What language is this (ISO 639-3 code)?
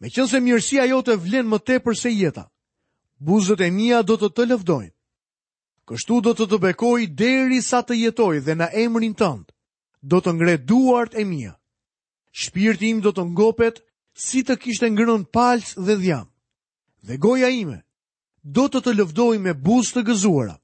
sqi